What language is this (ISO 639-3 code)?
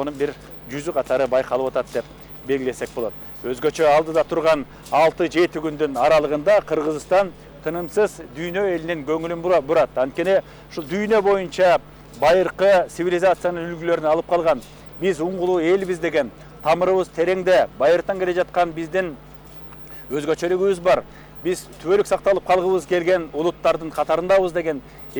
kir